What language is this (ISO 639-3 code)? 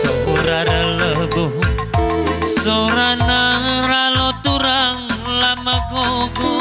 btx